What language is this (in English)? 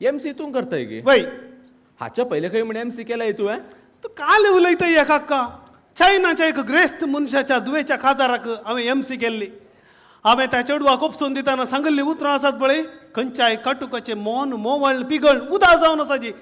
Konkani